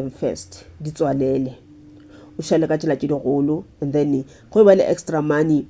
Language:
Northern Sotho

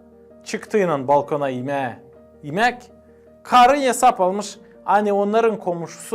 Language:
Gagauz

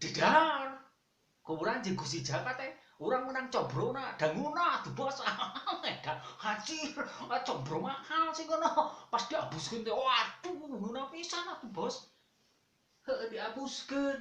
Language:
Sundanese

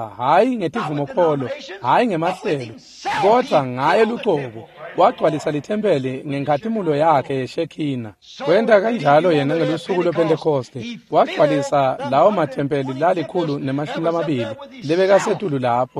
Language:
Swati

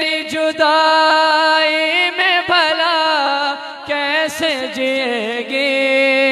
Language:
Urdu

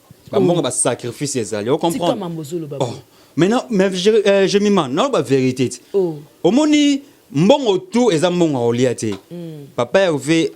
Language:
Lingala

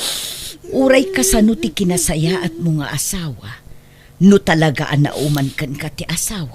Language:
Iloko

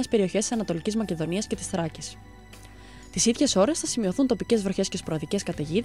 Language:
Greek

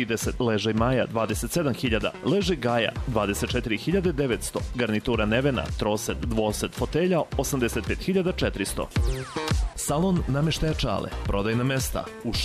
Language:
Serbian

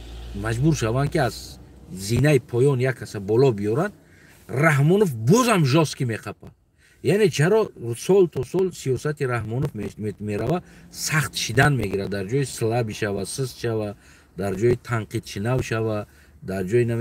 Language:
Tajik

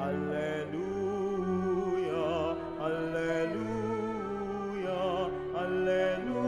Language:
Pampanga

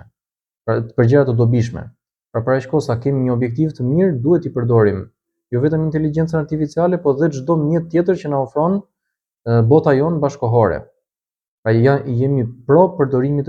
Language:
Albanian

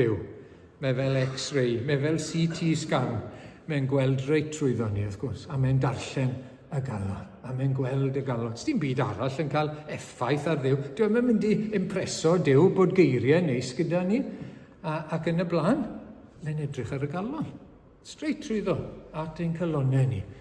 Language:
Welsh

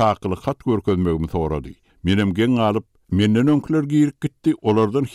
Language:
Turkmen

